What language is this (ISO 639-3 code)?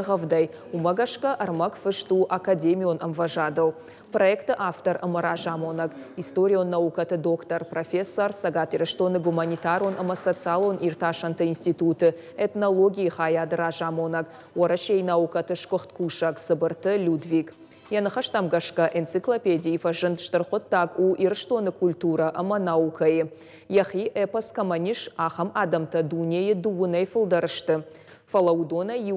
oss